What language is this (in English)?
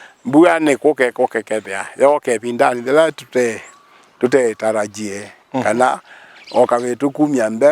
Kamba